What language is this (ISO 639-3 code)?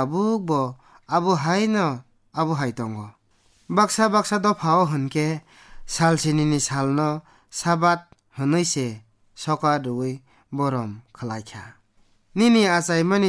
trp